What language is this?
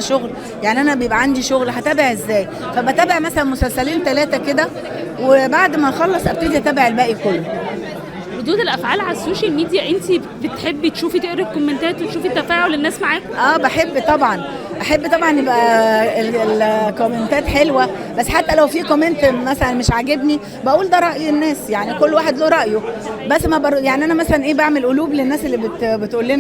Egyptian Arabic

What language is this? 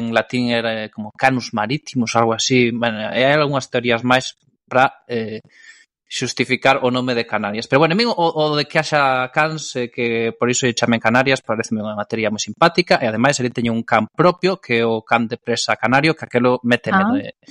Galician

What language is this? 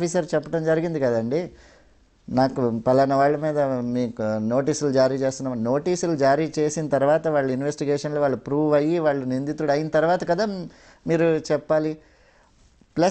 Telugu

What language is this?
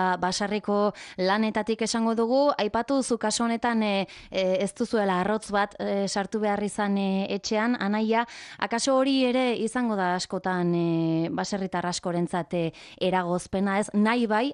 Basque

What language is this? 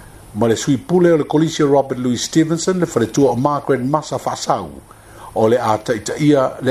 Samoan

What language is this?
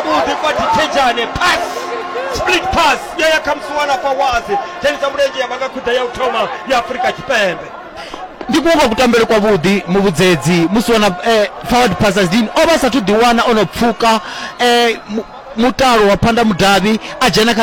Venda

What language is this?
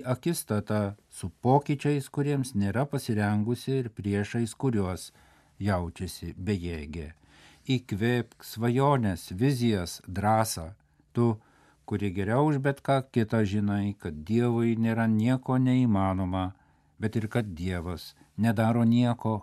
Lithuanian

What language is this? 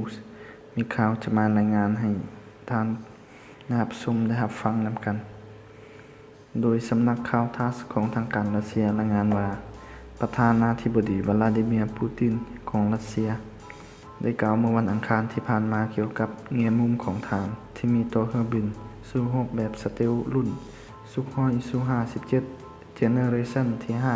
Lao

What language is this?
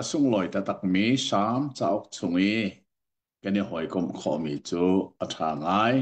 Hakha Chin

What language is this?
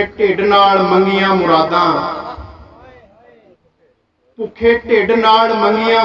Punjabi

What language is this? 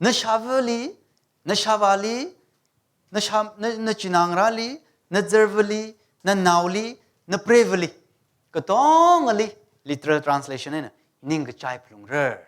Tangkhul Naga (India)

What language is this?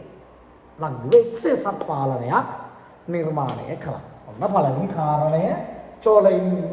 Sinhala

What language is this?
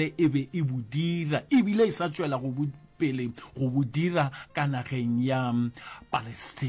Northern Sotho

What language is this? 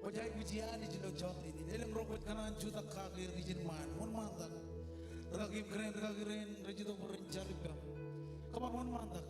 Marshallese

